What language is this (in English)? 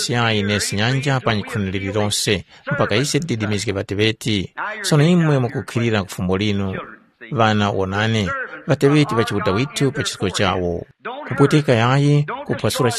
Tumbuka